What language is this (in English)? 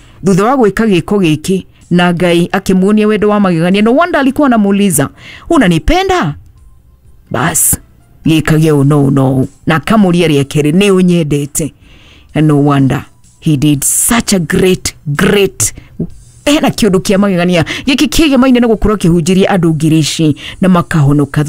Kikuyu